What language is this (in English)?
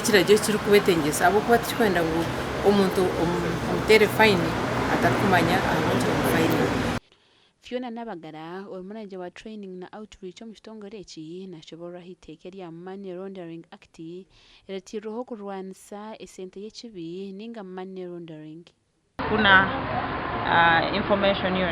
Nyankole